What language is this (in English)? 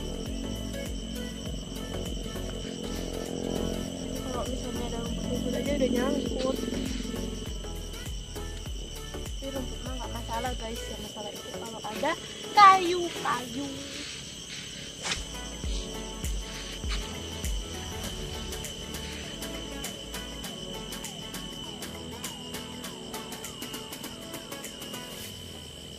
Indonesian